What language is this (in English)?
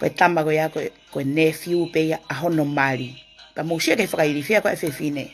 Tongan